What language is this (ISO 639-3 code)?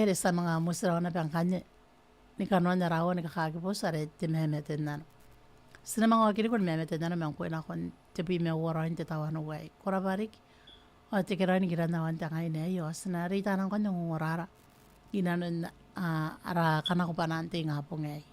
gil